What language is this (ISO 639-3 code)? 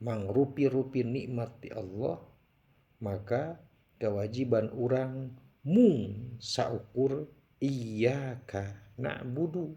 sun